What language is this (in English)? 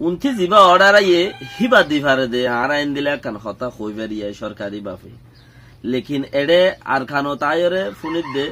Rohingya